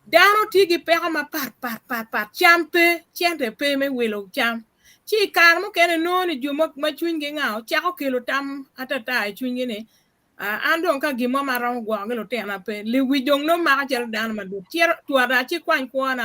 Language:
Acoli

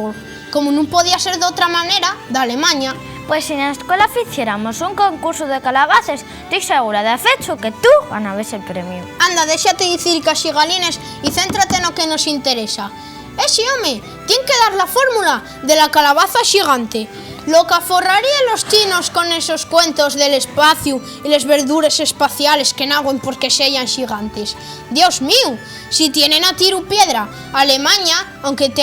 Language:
Asturian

